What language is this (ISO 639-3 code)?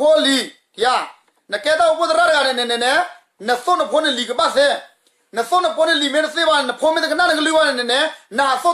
ksw